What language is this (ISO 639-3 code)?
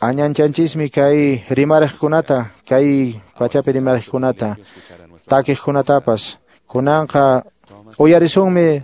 que